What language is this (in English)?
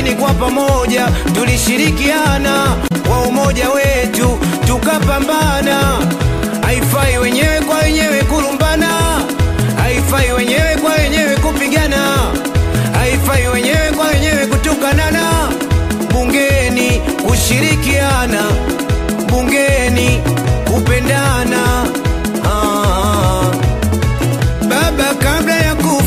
Swahili